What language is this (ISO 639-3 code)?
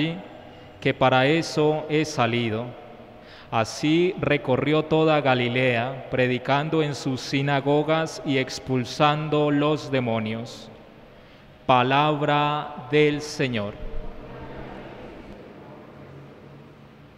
spa